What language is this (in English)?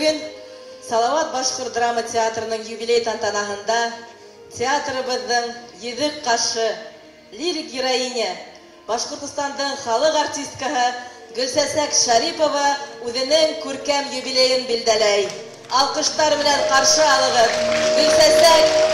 Bashkir